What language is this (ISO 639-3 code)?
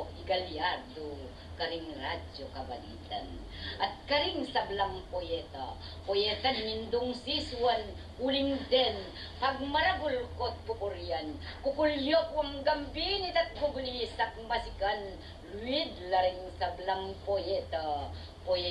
pam